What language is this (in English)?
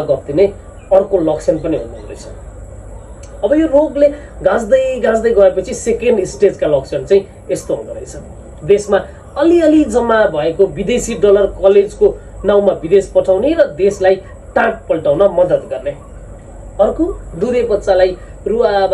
Nepali